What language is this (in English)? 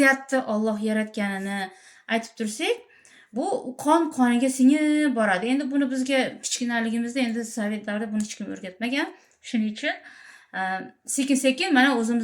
Uzbek